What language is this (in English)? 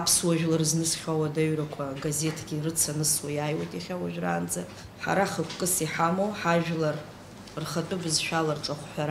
Abkhazian